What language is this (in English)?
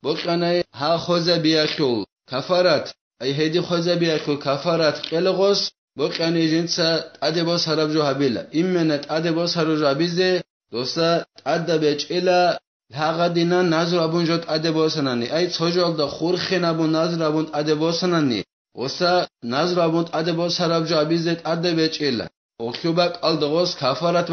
Avaric